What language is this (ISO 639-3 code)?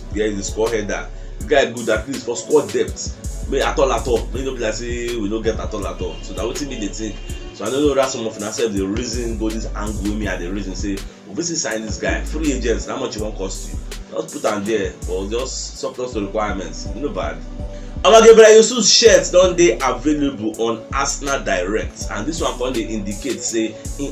pcm